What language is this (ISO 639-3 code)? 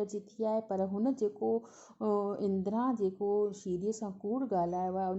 snd